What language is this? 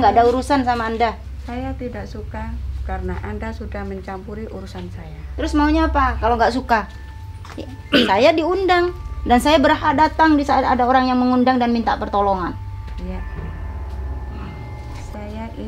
Indonesian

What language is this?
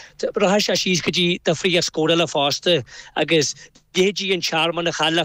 Irish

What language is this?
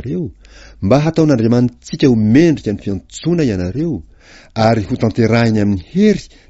Malagasy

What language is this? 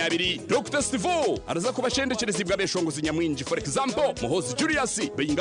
Nyankole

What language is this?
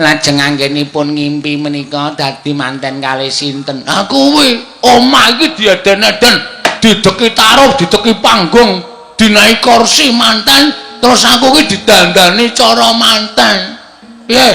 Javanese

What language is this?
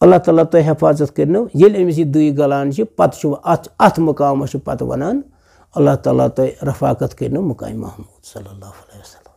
Kashmiri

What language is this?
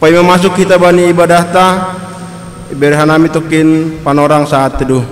Batak Simalungun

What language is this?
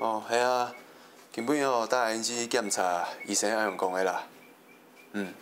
Hakka Chinese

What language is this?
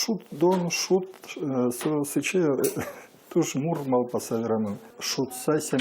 Udmurt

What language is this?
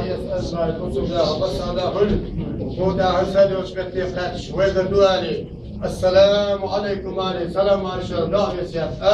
Chechen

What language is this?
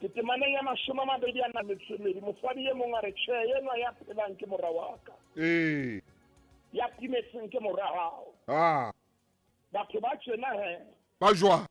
Southern Sotho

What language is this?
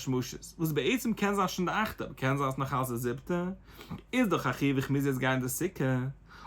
Yiddish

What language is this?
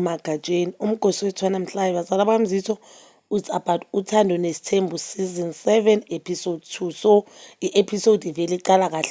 Zulu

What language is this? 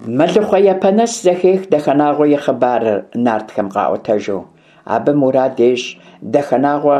Kabardian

